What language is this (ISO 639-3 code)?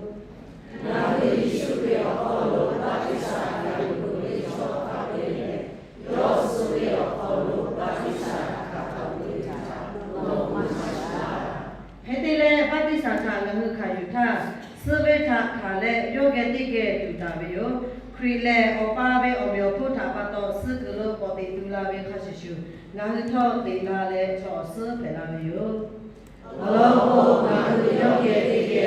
lhu